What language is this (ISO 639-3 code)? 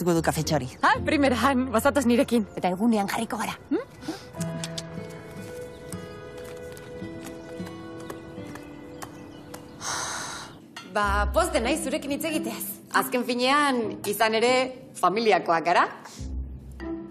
eus